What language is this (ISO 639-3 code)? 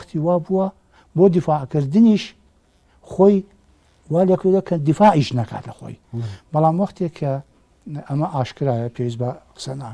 ckb